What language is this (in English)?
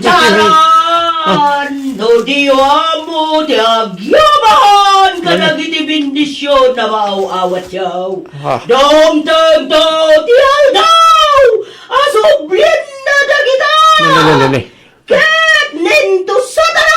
Iloko